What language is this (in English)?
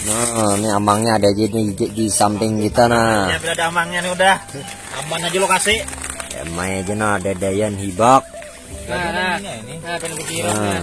Banjar